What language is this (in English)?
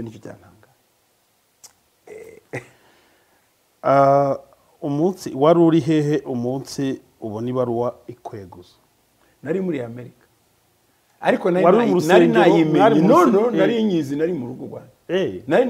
Kinyarwanda